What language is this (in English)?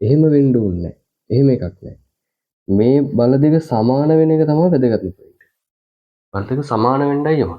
Sinhala